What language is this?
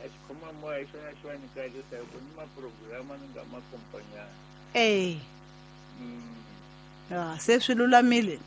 Tsonga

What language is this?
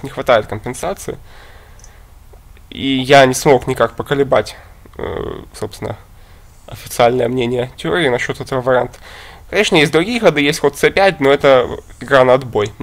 Russian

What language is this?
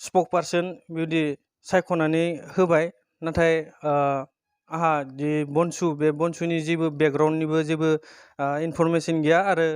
Bodo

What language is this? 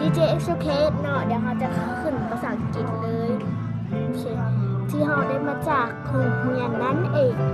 Lao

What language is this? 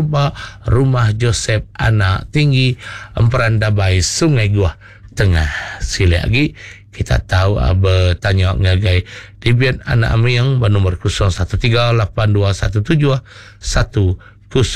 Iban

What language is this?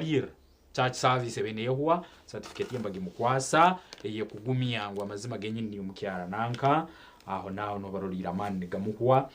Nyankole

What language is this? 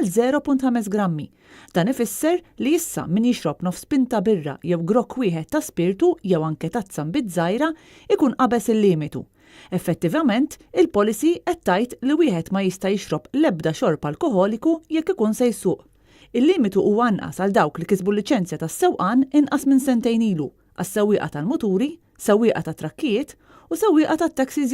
Maltese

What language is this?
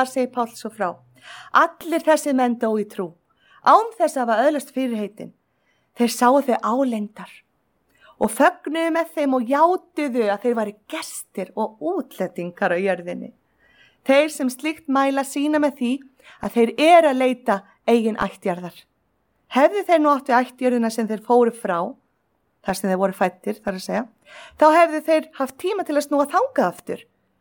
Icelandic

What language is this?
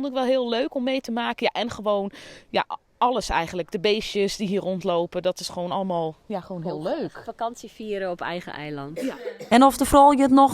Western Frisian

